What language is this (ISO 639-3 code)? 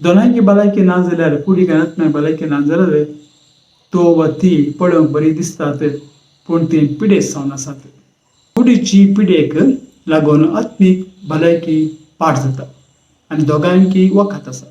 kok